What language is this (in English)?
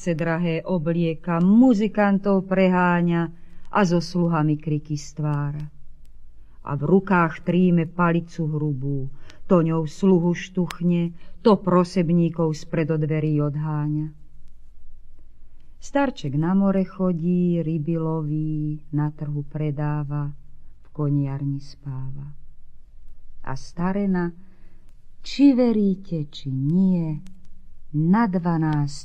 Slovak